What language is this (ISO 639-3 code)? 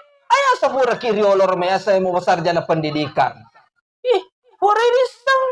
bug